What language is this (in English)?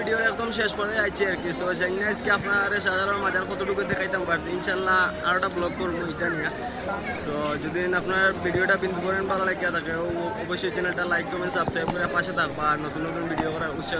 Sylheti